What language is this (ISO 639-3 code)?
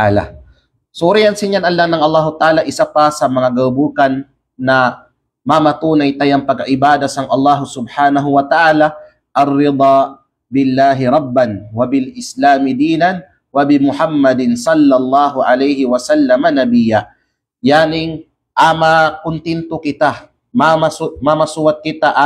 kqe